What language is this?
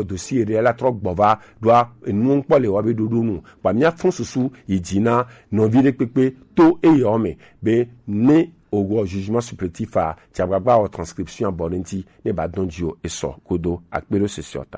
Gen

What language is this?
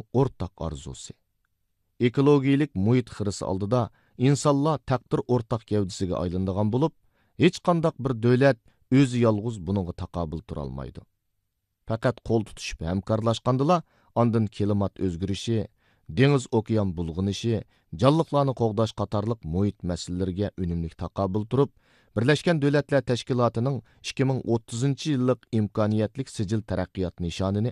Uyghur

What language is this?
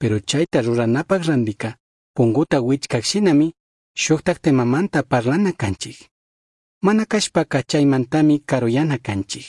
Chimborazo Highland Quichua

